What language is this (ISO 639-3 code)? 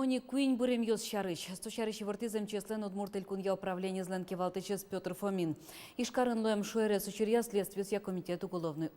udm